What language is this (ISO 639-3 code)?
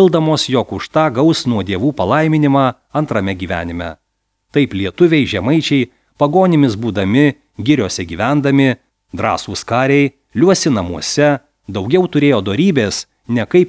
lit